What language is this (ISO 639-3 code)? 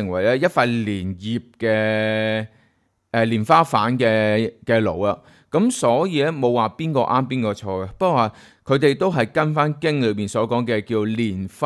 yue